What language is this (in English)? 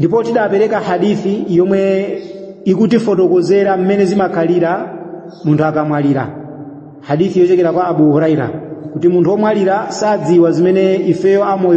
Nyanja